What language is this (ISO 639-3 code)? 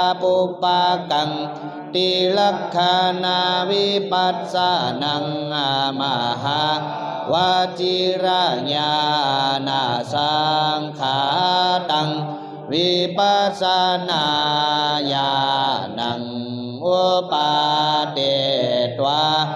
pli